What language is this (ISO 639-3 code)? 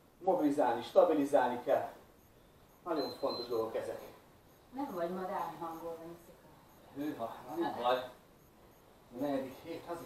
hun